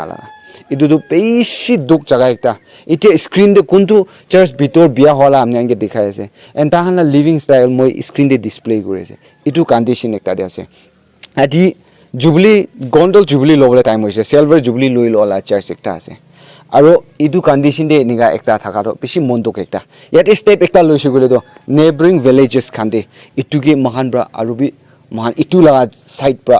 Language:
Naga Pidgin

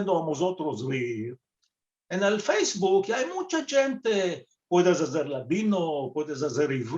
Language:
Ladino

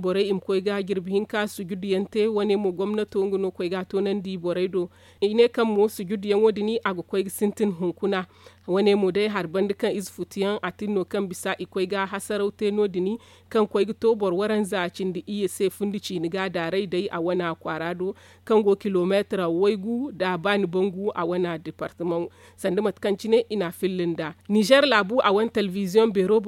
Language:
Zarma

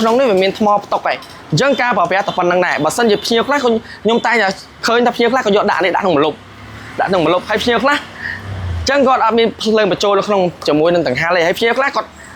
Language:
Khmer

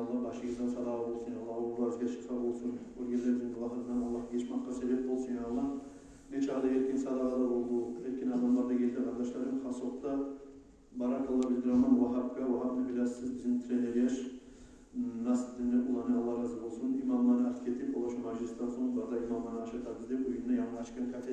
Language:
Kumyk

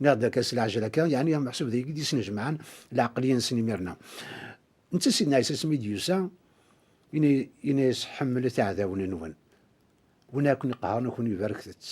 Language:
Kabyle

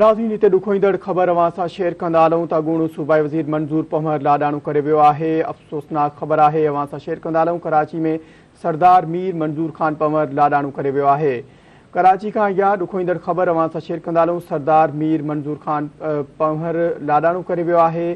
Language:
Sindhi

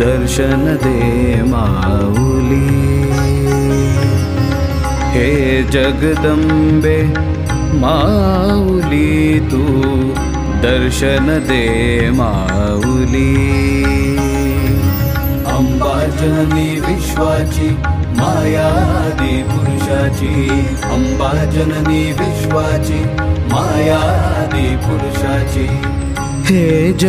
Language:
Marathi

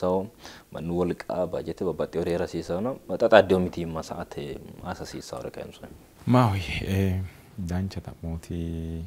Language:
Sidamo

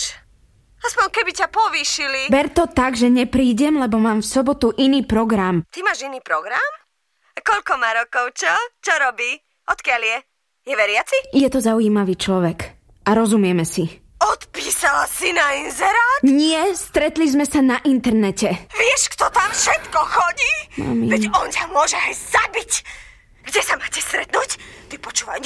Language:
Slovak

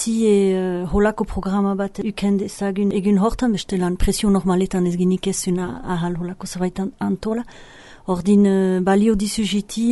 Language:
Basque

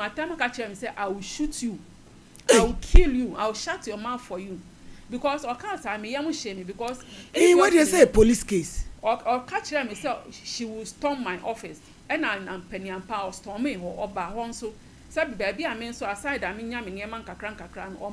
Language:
Akan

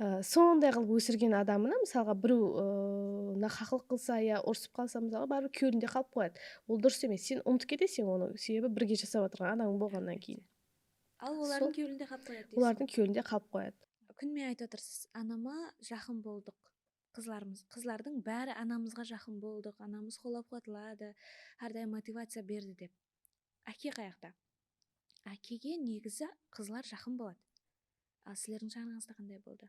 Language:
Kara-Kalpak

